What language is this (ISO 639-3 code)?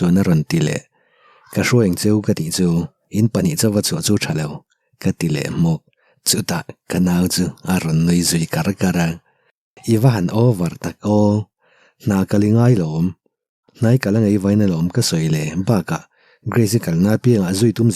lus